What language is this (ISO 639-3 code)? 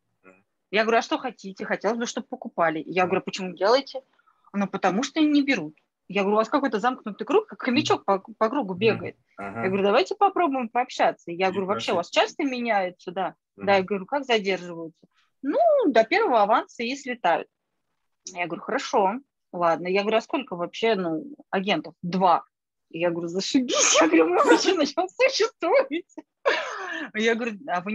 rus